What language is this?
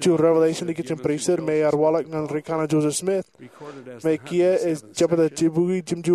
Marshallese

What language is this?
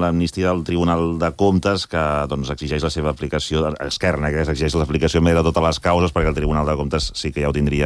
Catalan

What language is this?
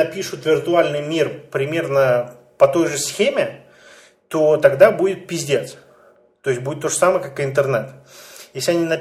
Russian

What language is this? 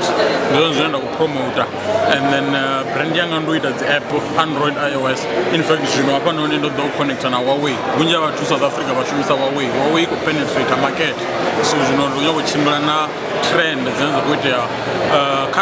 Venda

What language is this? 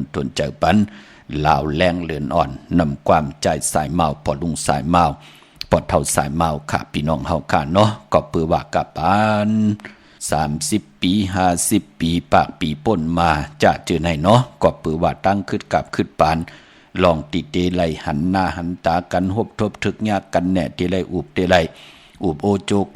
Shan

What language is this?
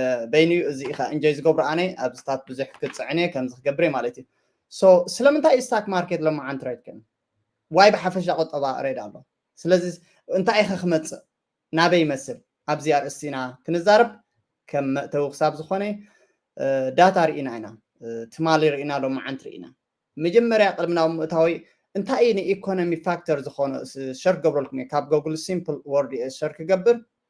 Tigrinya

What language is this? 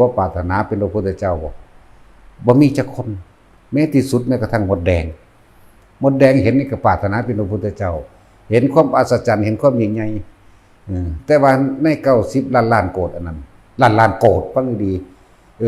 Northeastern Thai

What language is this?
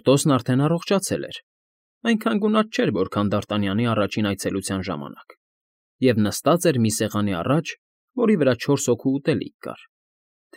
Armenian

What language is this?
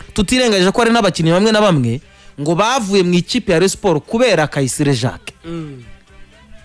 Kinyarwanda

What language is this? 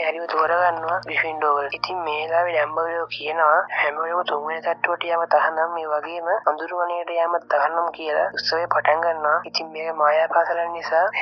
Sinhala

